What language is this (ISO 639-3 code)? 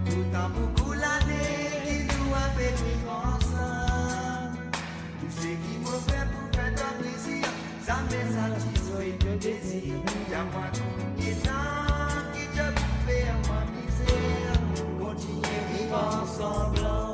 mfe